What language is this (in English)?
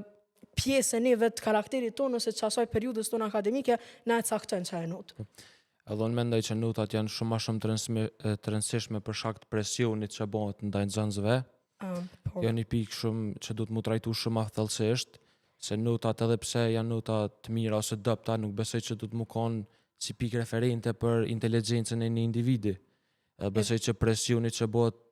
Albanian